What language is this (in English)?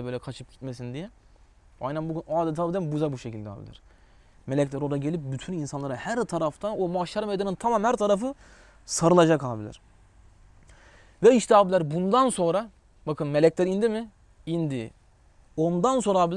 Turkish